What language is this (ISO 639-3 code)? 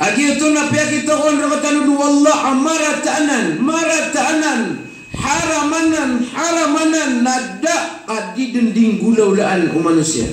mrw